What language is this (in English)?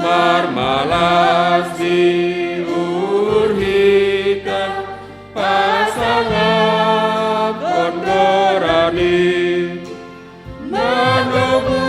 Batak Simalungun